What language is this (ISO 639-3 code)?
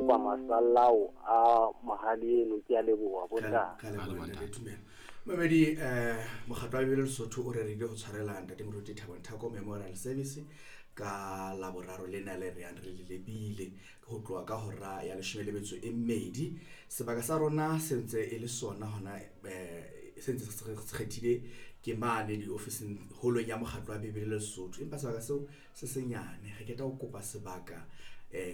sot